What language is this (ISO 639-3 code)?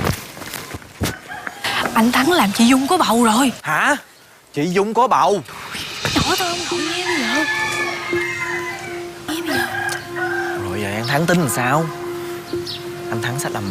vie